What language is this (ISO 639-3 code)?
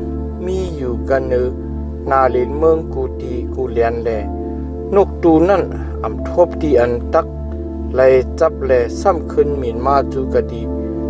shn